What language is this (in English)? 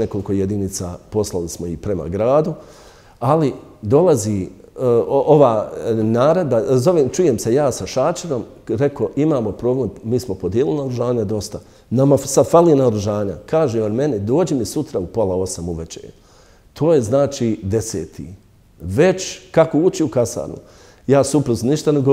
Bosnian